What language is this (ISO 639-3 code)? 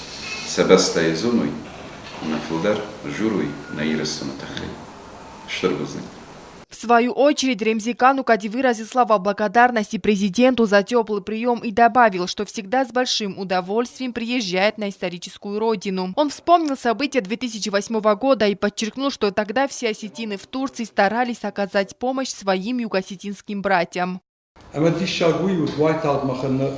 oss